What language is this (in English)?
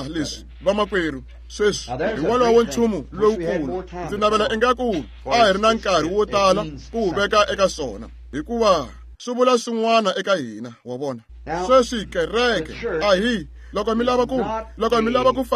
Tsonga